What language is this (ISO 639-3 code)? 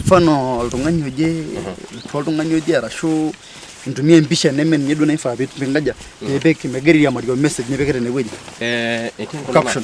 mas